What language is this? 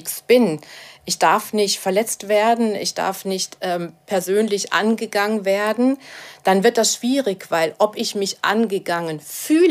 German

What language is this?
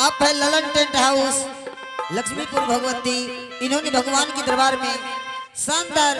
Angika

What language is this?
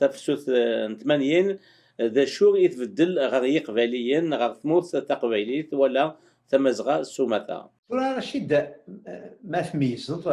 Kabyle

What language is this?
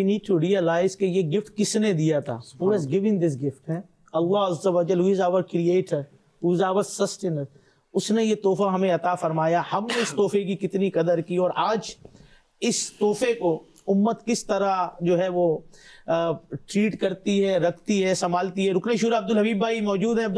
Urdu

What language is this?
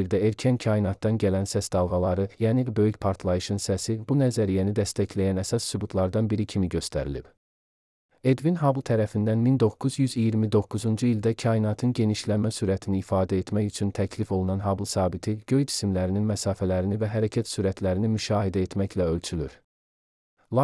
Azerbaijani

